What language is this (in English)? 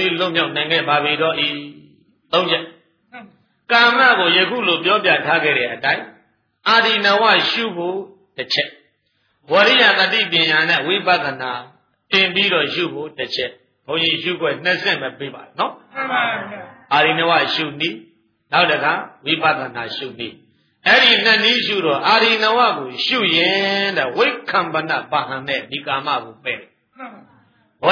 Burmese